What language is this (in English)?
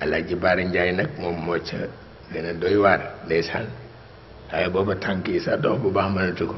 Wolof